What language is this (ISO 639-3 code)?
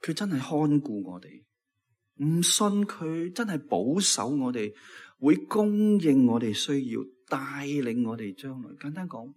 yue